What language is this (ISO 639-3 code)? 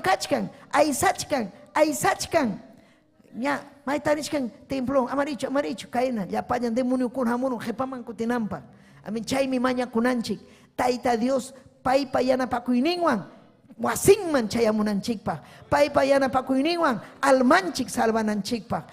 quy